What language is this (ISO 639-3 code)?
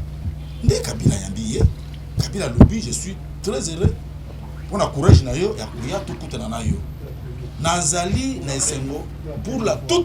lin